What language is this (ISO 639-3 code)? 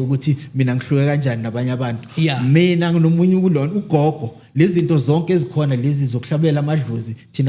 zul